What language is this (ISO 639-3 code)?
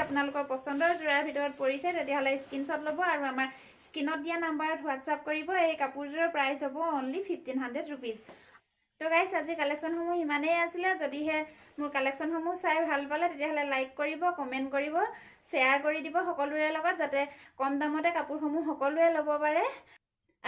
asm